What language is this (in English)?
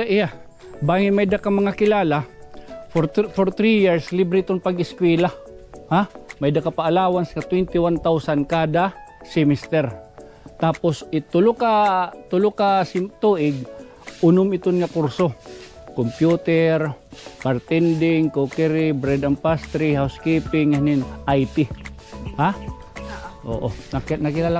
Waray